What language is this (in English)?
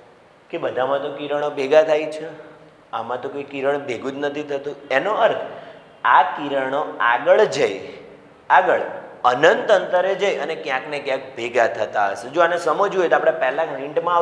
Gujarati